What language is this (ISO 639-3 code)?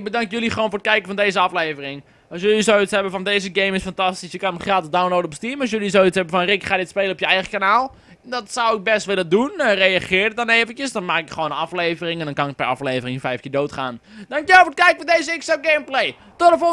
nld